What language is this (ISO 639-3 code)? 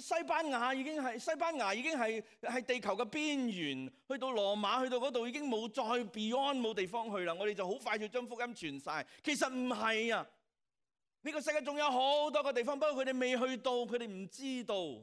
yue